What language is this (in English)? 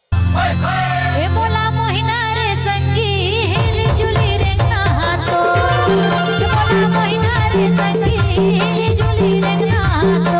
Chhattisgarhi